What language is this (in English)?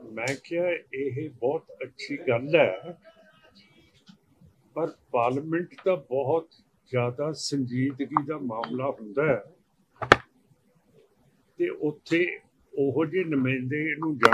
Punjabi